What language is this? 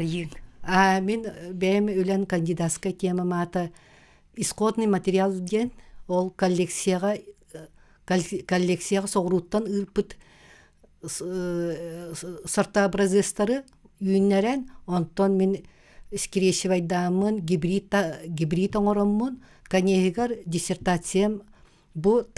Yakut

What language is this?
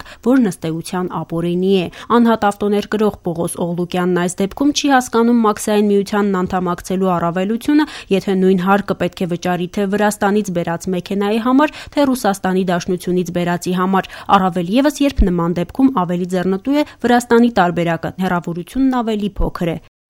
Armenian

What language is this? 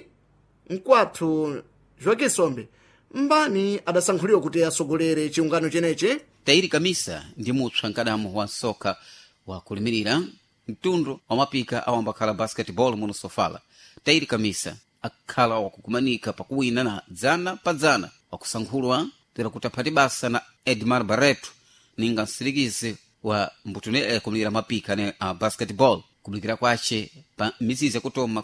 Sena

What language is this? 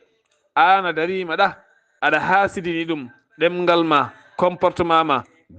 Fula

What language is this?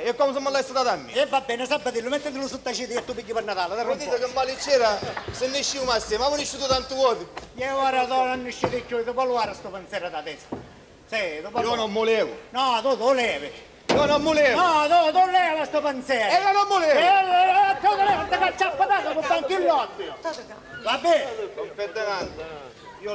Sicilian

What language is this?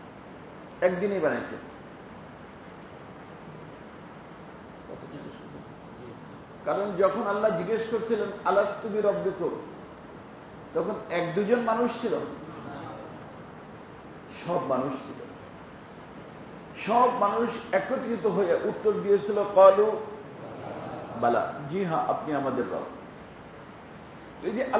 Bangla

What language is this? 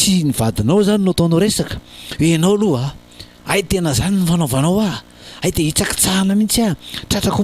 Malagasy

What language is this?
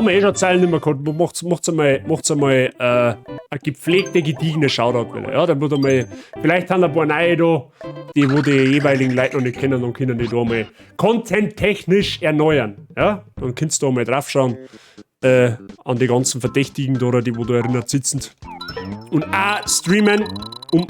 Bavarian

